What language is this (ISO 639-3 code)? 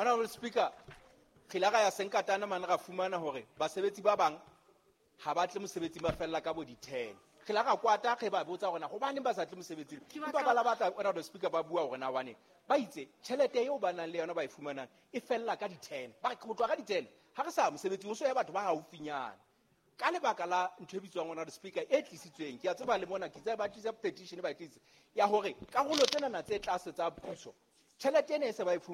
sot